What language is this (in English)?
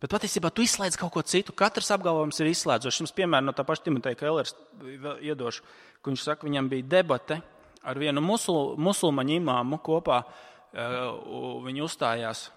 Latvian